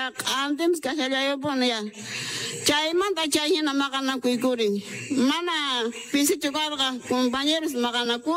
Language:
South Bolivian Quechua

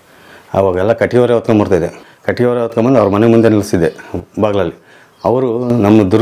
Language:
Kannada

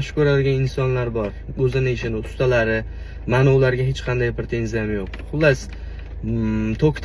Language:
Uzbek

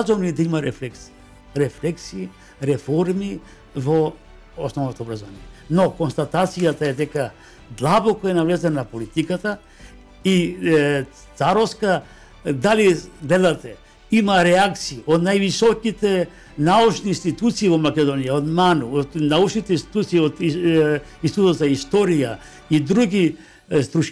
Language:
Macedonian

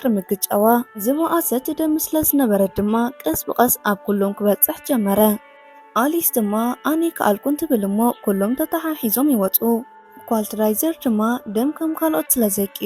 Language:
Tigrinya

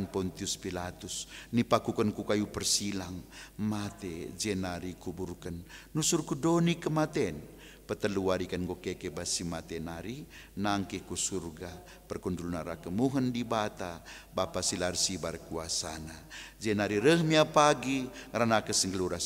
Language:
Batak Karo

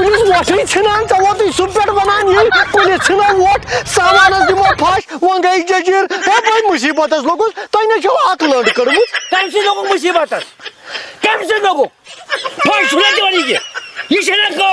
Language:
Kashmiri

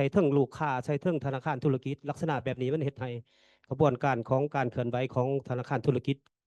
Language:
Lao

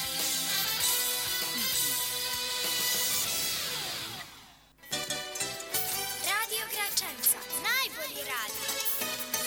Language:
Bosnian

